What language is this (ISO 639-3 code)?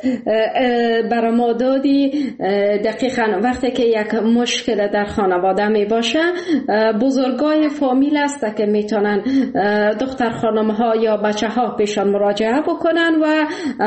fas